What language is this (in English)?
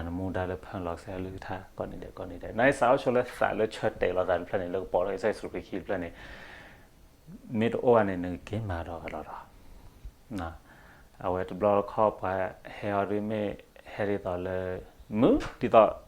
S'gaw Karen